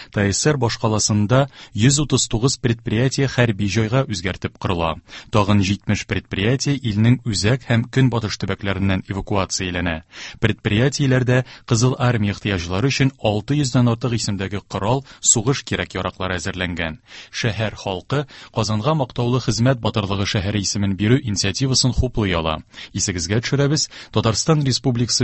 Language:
Tatar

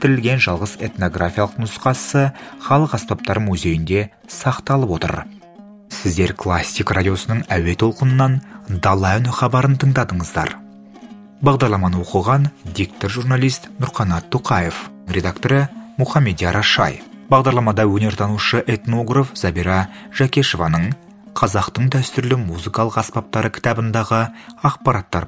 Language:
Kazakh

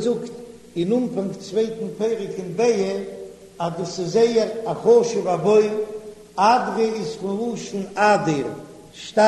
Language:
Yiddish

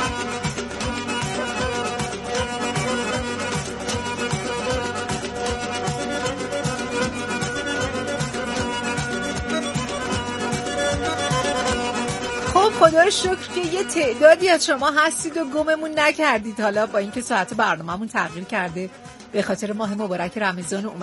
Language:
Persian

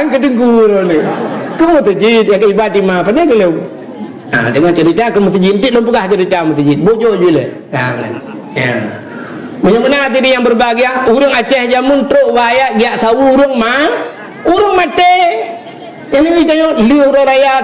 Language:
Achinese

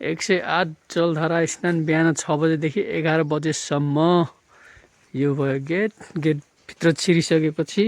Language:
Nepali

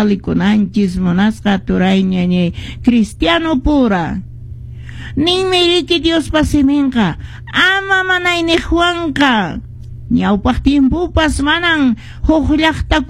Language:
Quechua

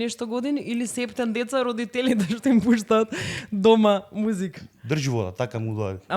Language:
Macedonian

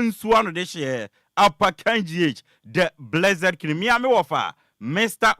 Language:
Akan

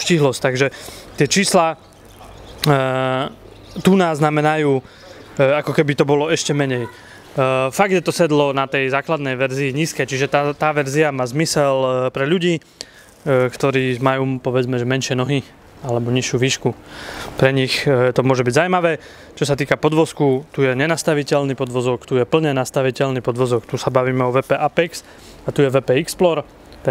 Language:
Slovak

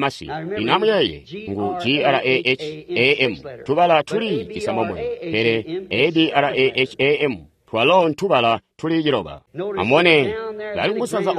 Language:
Tonga (Zambia)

